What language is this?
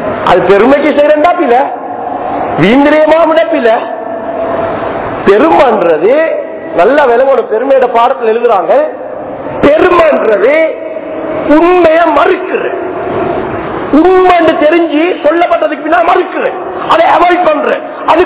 Tamil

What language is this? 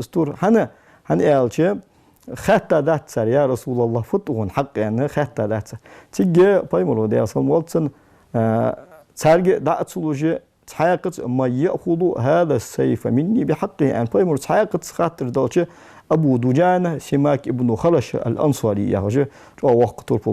Ingush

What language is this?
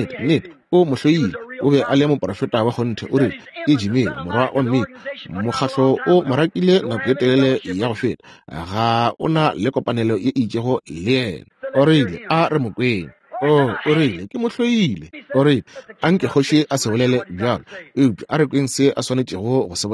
Northern Sotho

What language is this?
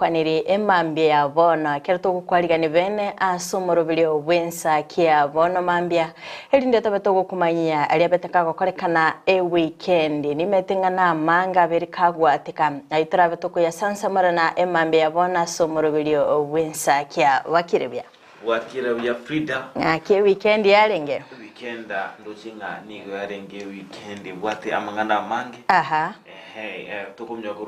Gusii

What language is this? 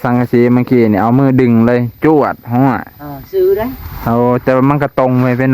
Lao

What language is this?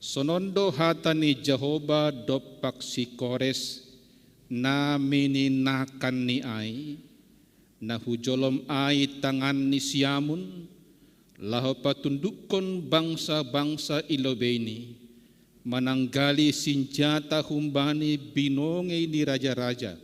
Batak Simalungun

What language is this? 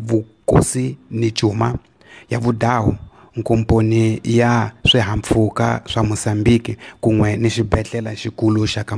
Tsonga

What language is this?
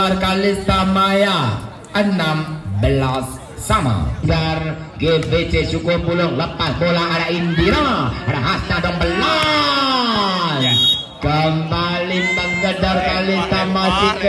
Indonesian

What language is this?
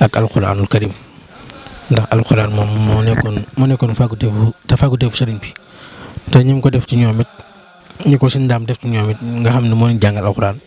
Wolof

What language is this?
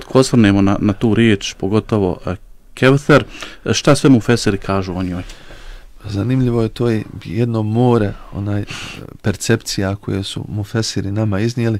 Bosnian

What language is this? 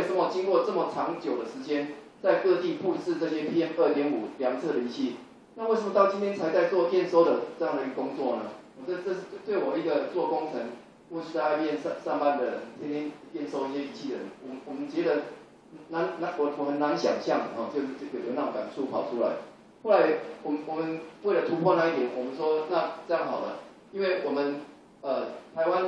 Chinese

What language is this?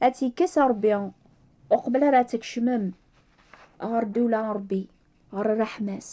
Kabyle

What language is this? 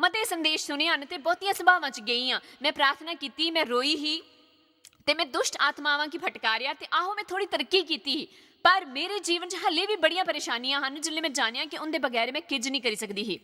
Dogri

